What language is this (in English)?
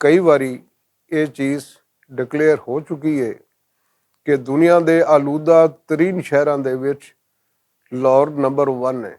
Western Panjabi